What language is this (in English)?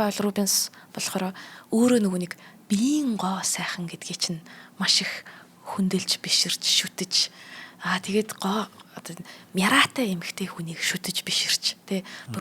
Mongolian